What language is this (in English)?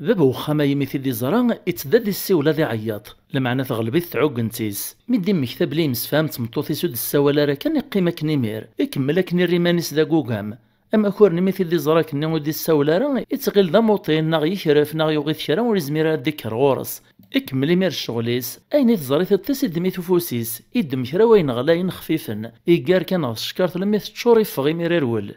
Kabyle